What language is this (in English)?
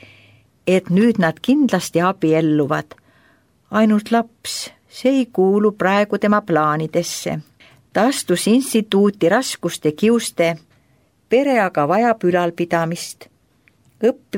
Estonian